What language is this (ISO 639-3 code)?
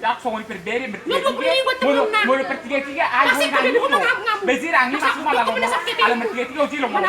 bbc